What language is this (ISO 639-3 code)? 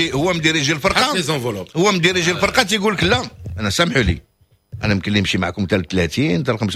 ary